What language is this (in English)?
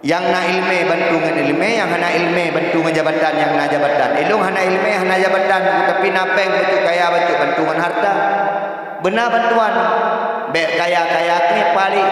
Achinese